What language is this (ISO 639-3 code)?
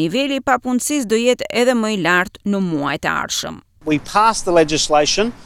sqi